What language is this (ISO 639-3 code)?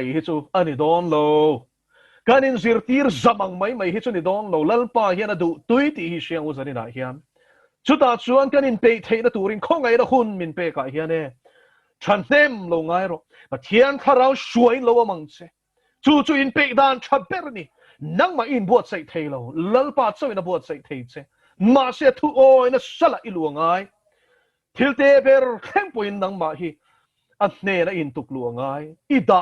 lus